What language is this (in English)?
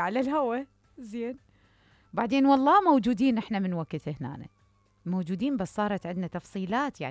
Mesopotamian Arabic